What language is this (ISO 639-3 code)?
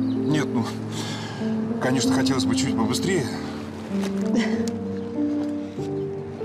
rus